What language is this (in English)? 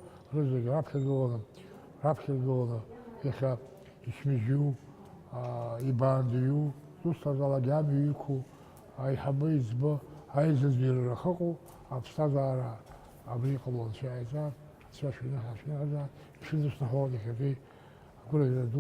Abkhazian